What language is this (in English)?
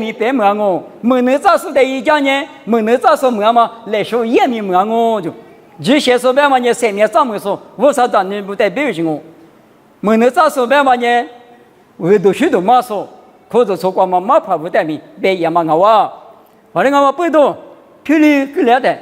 Lisu